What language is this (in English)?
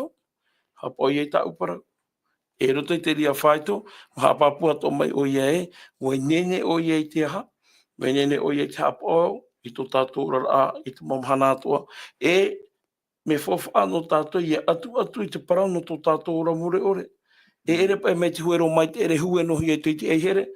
Tahitian